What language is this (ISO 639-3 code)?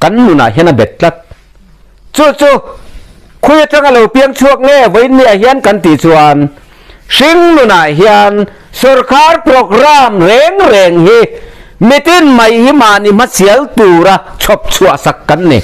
lus